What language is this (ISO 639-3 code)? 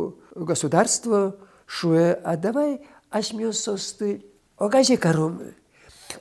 udm